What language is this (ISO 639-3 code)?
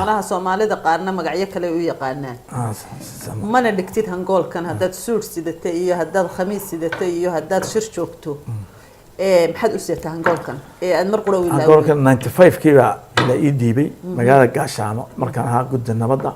som